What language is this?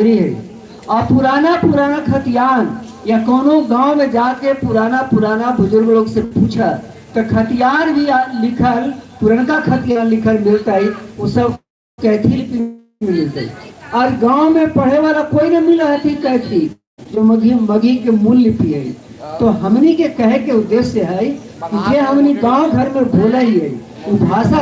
Magahi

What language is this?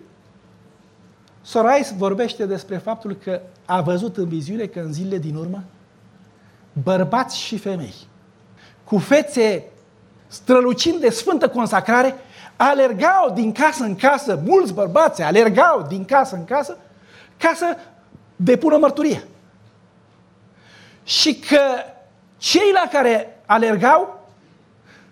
Romanian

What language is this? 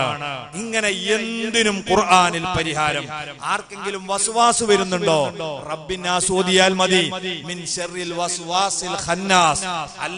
Malayalam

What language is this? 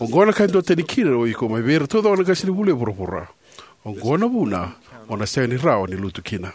Fijian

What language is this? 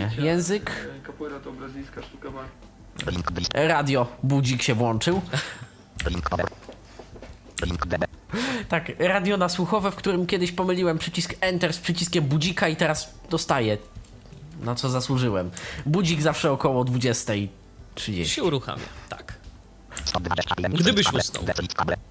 Polish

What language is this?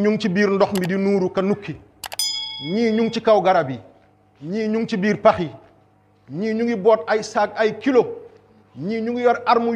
Wolof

